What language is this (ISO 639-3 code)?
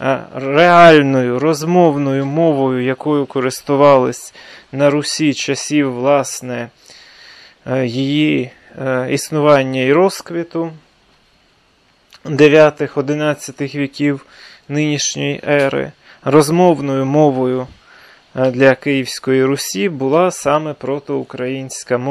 ukr